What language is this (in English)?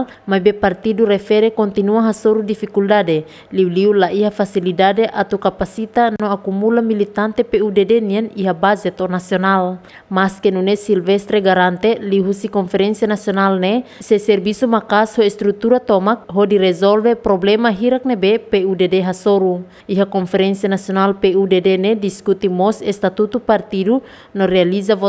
Tetum